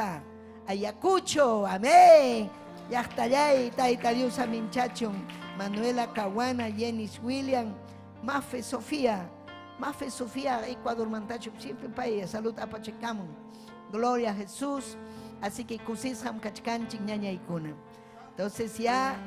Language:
Ayacucho Quechua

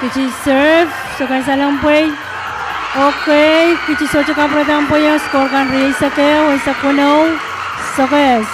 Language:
Pohnpeian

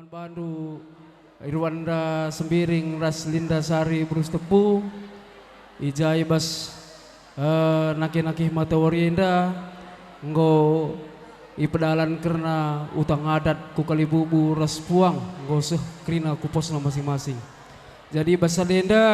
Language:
Batak Karo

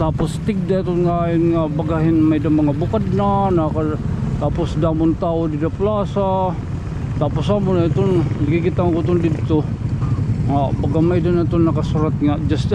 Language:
Waray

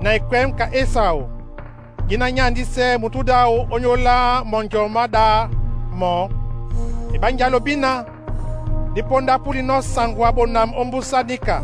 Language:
Duala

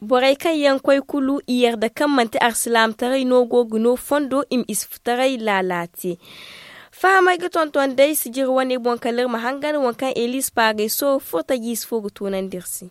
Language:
Zarma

